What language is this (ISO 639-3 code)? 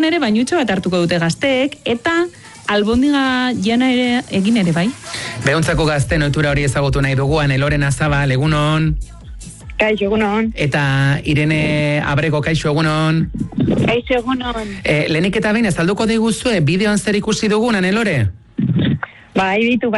eus